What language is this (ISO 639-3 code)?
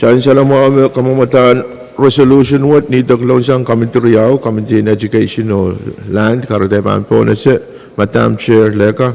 pon